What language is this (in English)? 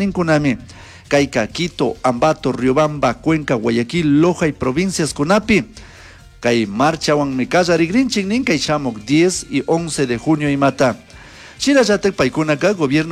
Chimborazo Highland Quichua